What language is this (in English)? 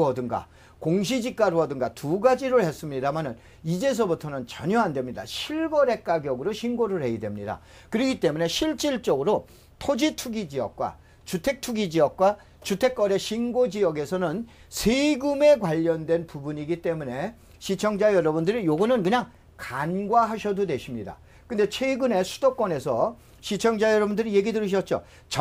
Korean